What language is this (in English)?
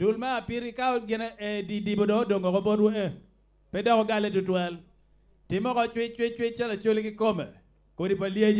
Acoli